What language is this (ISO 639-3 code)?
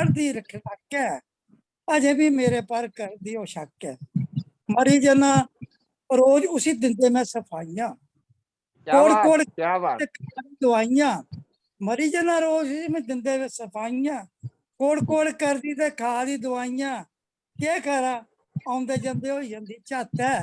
doi